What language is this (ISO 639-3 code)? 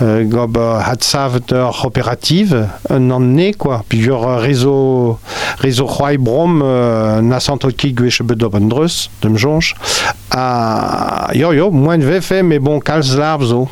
bre